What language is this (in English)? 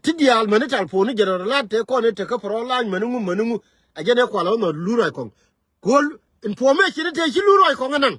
Nuer